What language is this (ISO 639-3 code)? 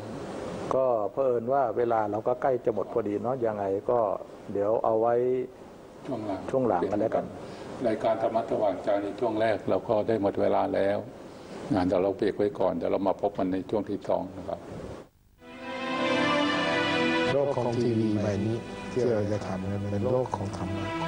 tha